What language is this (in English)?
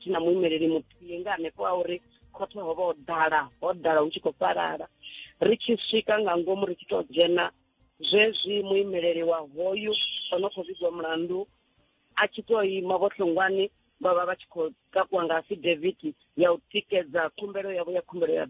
Venda